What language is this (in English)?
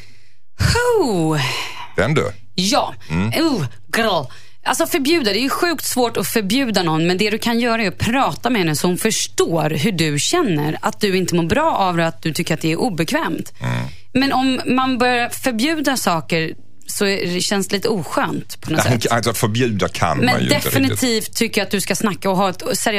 Swedish